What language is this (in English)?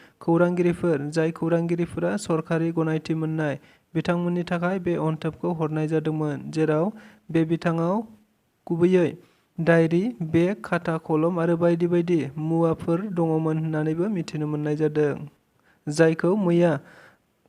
Bodo